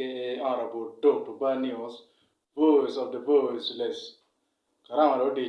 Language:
Acoli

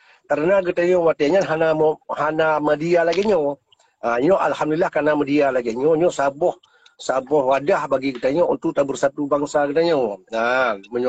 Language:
Achinese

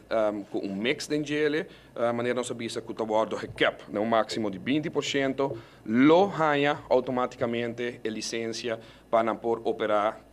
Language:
Papiamento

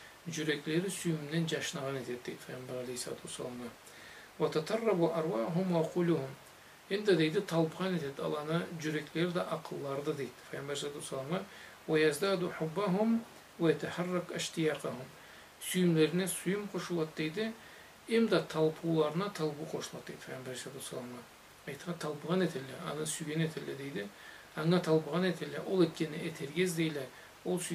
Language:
Karachay-Balkar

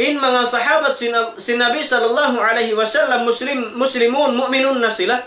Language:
Tausug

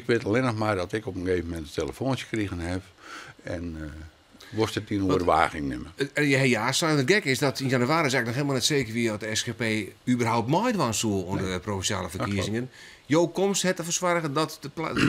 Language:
Western Frisian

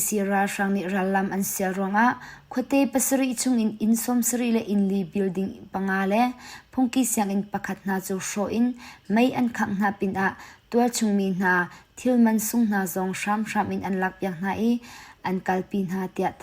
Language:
Hakha Chin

